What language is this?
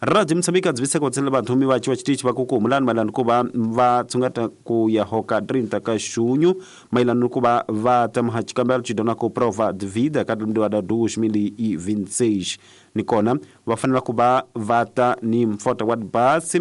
Tsonga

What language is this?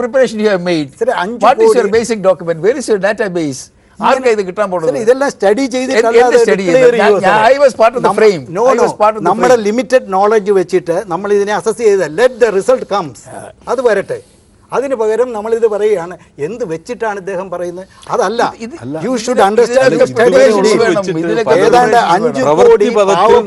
Malayalam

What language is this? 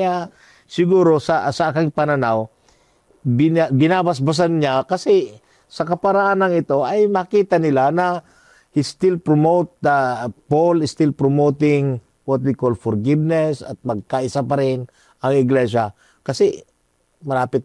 Filipino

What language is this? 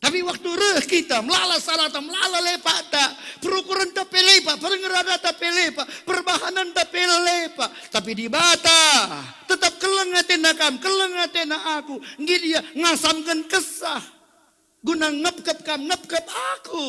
Batak Karo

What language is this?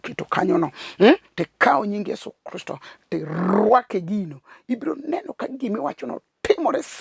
Luo (Kenya and Tanzania)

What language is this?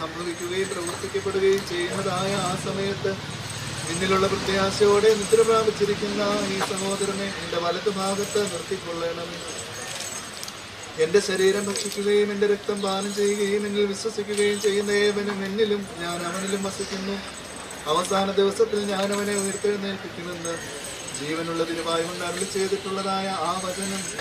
Malayalam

